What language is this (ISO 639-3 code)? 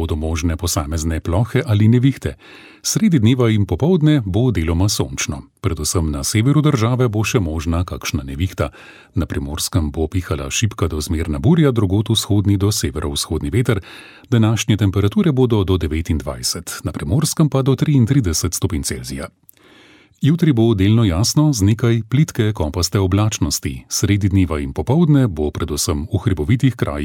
slv